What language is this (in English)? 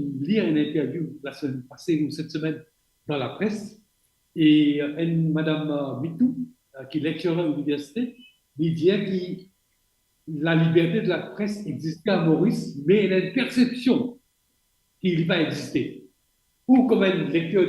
Morisyen